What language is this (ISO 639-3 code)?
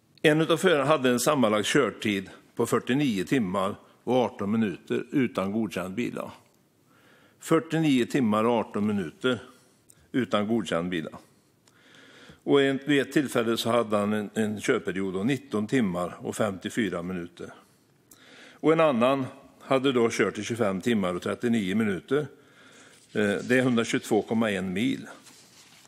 swe